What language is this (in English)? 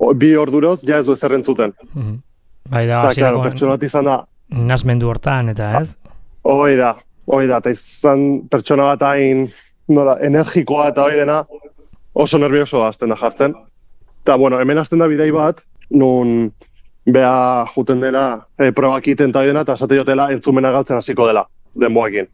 Basque